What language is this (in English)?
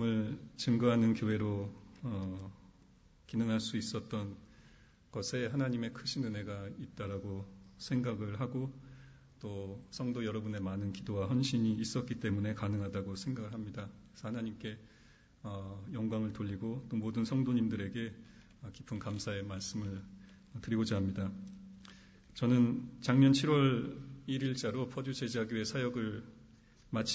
Korean